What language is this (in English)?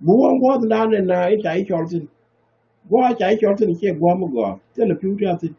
Nuer